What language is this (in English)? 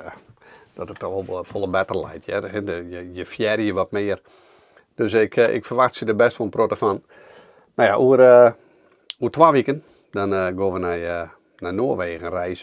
Western Frisian